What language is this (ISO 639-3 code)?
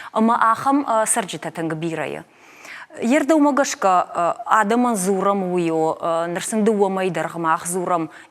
oss